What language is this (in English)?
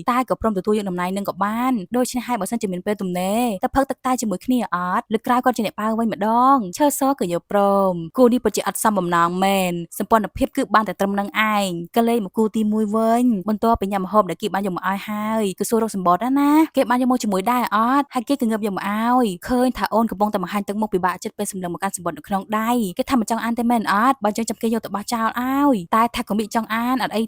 Khmer